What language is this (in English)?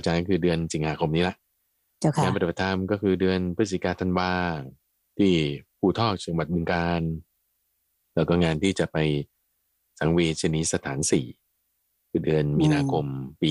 Thai